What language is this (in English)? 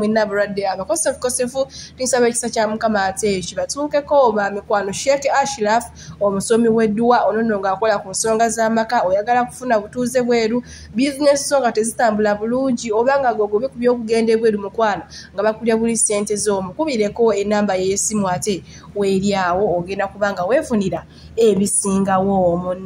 Ganda